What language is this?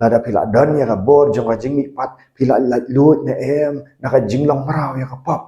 Khasi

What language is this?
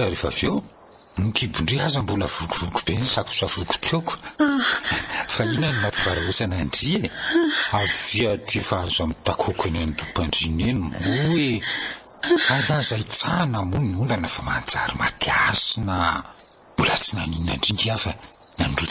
Malagasy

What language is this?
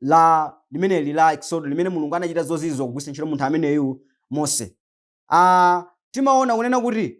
Nyanja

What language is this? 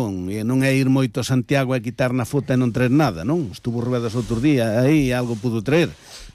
Galician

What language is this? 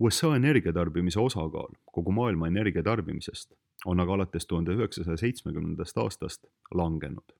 Estonian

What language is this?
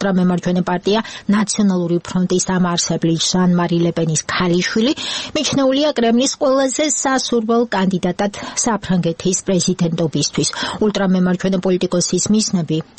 Georgian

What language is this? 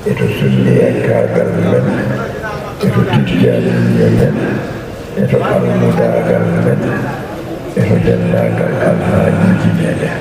Fula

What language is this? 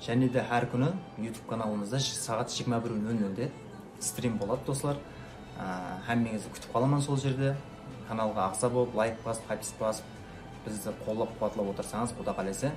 Kara-Kalpak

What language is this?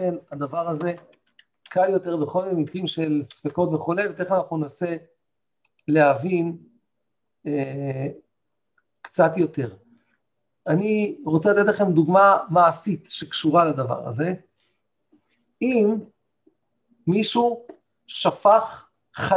Hebrew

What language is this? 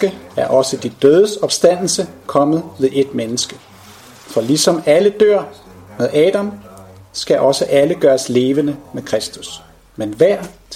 Danish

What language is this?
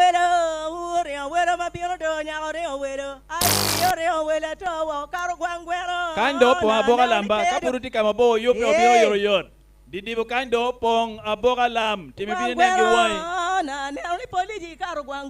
Acoli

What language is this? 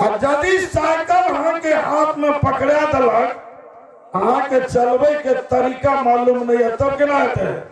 Maithili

